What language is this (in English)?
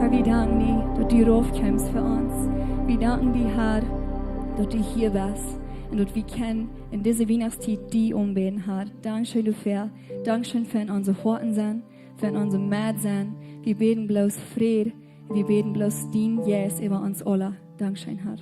Plautdietsch